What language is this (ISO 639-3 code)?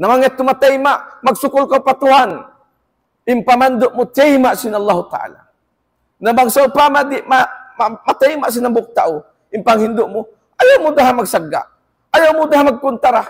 tsg